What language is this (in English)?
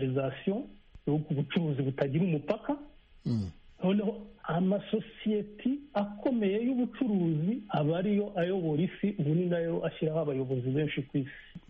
Kinyarwanda